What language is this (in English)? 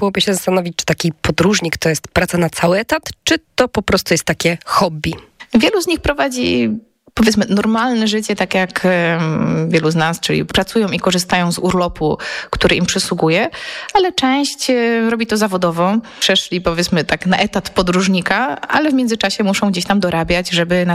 Polish